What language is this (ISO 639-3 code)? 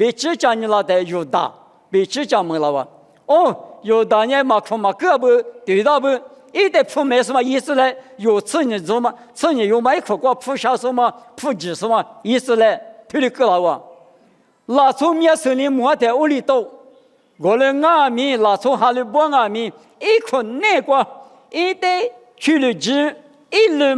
lis